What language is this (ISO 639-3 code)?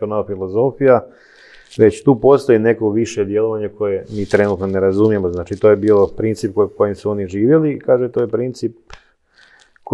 hrv